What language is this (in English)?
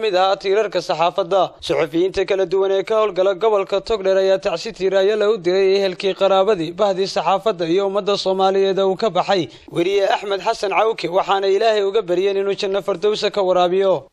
Somali